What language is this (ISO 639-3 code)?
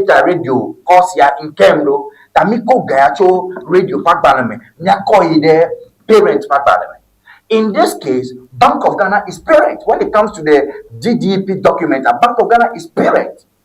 ewe